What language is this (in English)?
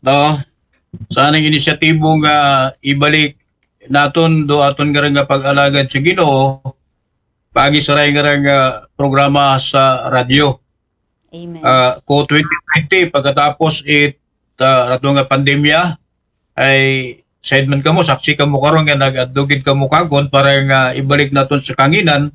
Aklanon